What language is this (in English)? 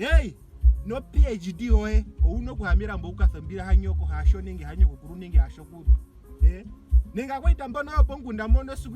Ndonga